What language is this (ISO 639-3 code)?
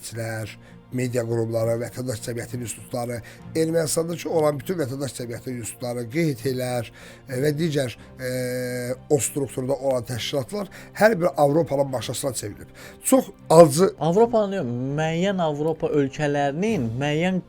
aze